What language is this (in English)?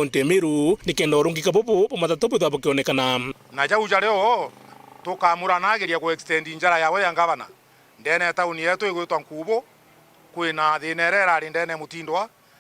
Meru